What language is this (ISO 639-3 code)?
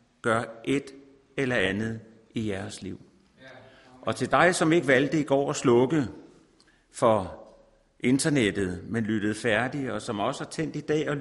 dan